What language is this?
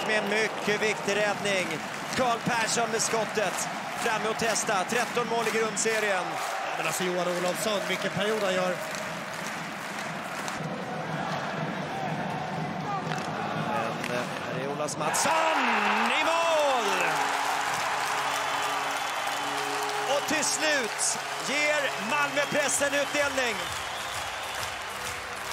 Swedish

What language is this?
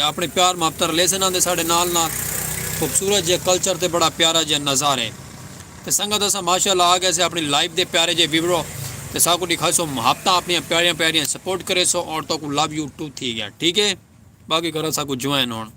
Saraiki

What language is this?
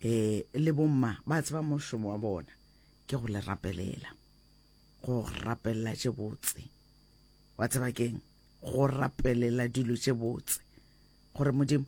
Northern Sotho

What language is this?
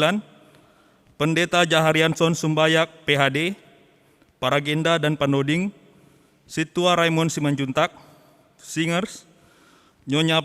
Batak Simalungun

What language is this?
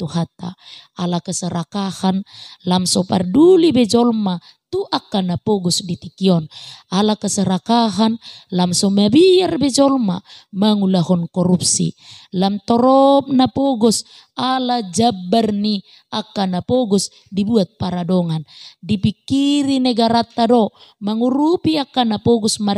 Batak Toba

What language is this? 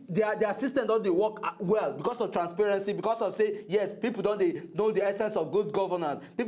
Nigerian Pidgin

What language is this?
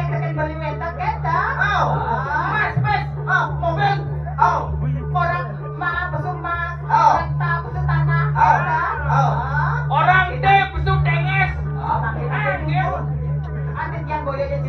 Balinese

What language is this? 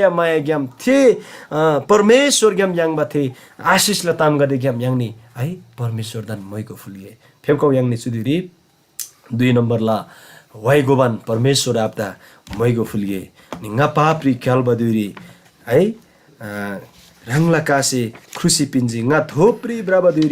Eastern Tamang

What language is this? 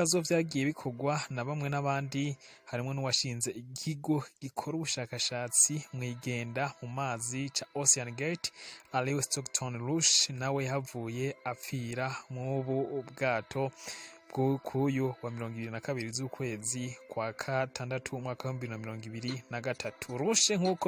Rundi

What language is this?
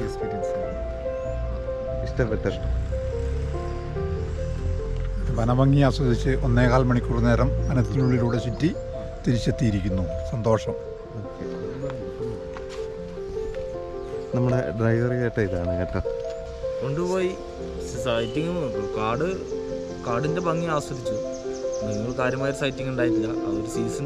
Malayalam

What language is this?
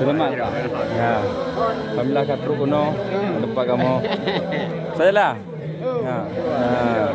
Achinese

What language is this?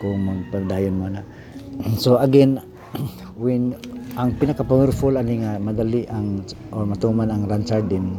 Cebuano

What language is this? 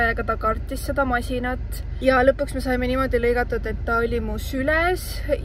Estonian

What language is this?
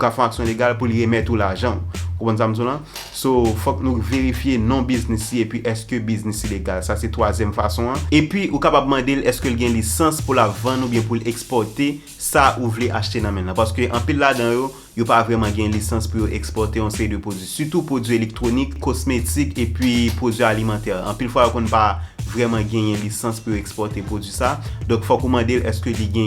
Haitian Creole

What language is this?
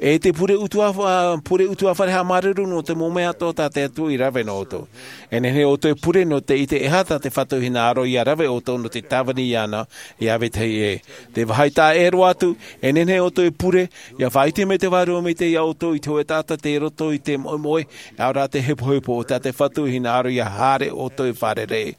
Tahitian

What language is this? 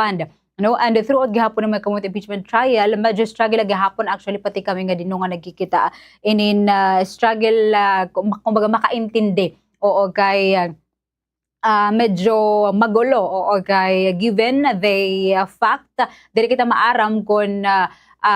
Waray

